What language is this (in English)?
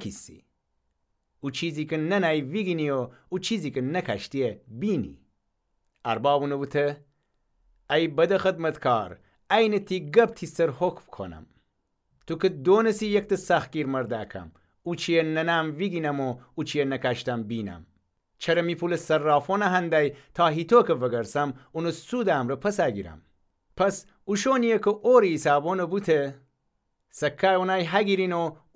Gilaki